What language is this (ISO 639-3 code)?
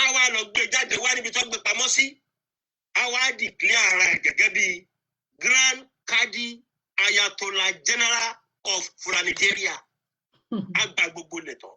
yor